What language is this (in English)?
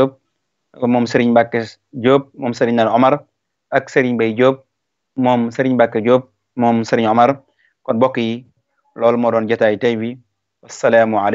Wolof